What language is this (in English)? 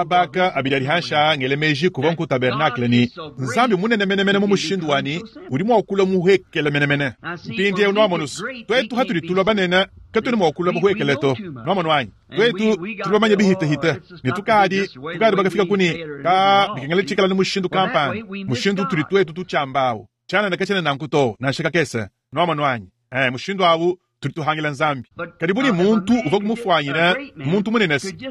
Luba-Lulua